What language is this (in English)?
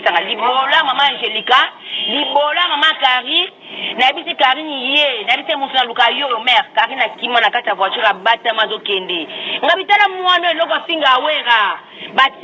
Lingala